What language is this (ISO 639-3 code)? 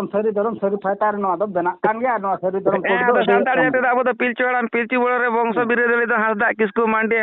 sat